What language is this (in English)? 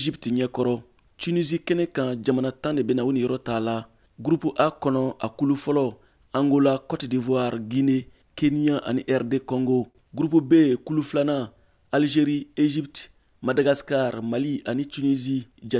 Bambara